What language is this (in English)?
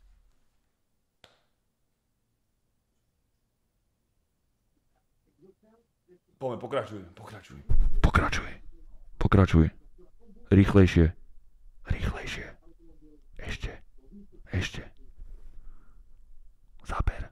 Slovak